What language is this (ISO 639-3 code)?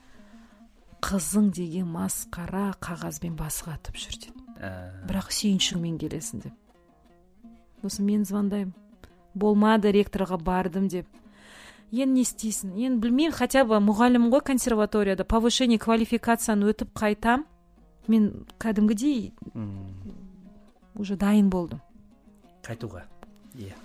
kaz